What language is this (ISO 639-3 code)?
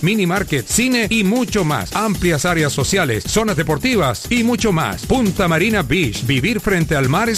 spa